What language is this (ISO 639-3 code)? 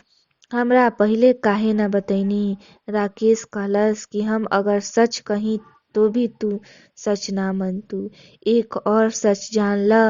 bho